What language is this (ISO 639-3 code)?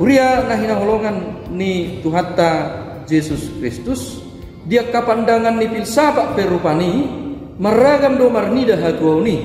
bbc